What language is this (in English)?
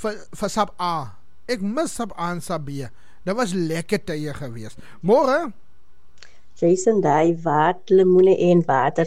Afrikaans